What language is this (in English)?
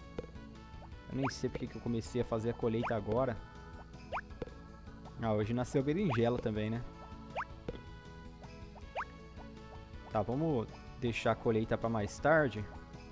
Portuguese